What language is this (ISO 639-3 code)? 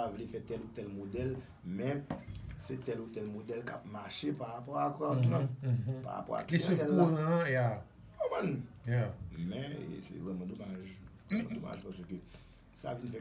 hat